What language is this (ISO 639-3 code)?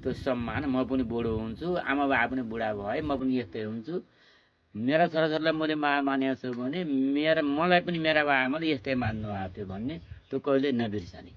nep